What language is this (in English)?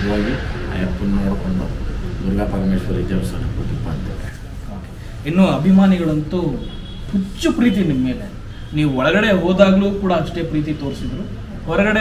Kannada